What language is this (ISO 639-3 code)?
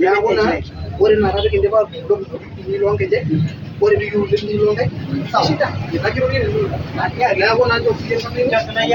mas